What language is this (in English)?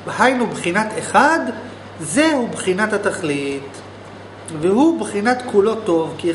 Hebrew